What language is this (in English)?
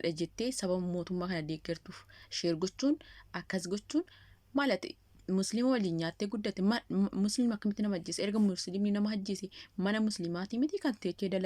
Oromo